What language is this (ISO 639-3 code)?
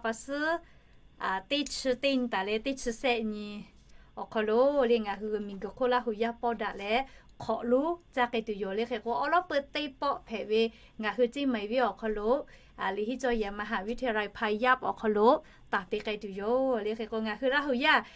lhu